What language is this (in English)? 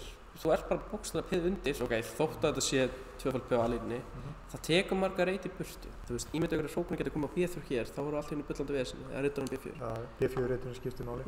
Icelandic